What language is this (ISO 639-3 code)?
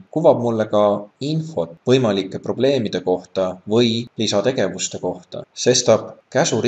est